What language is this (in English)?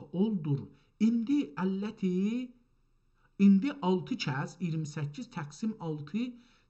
South Azerbaijani